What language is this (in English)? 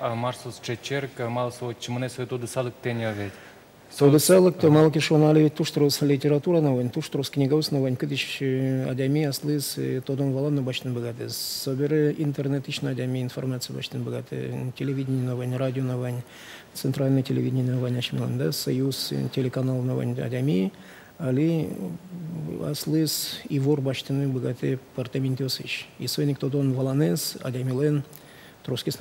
Udmurt